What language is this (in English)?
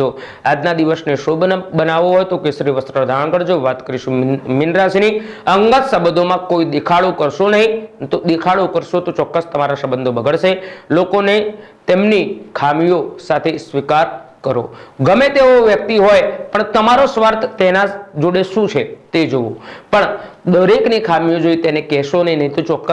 Gujarati